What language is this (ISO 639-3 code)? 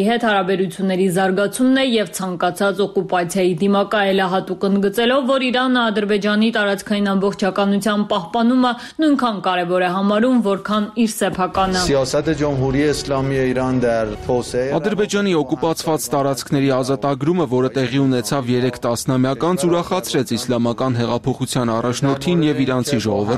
hye